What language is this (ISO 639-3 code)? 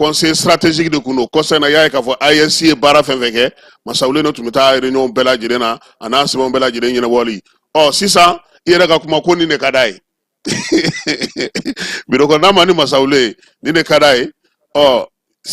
bam